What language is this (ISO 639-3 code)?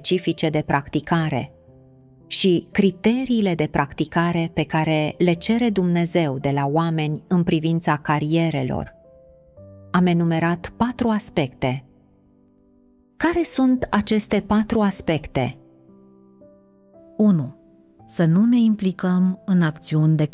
ron